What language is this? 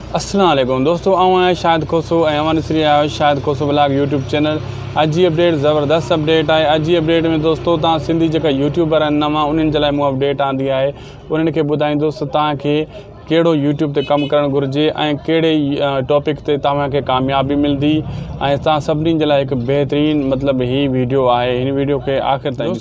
Sindhi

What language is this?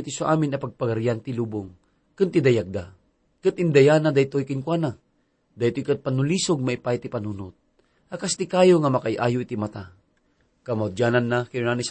Iloko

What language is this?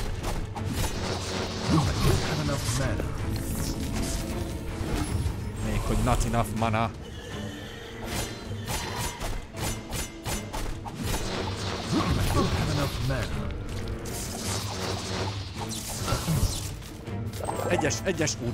Hungarian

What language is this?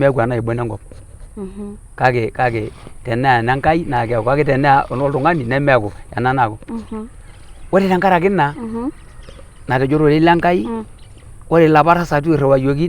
Masai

